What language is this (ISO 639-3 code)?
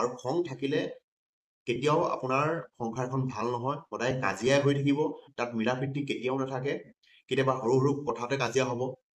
asm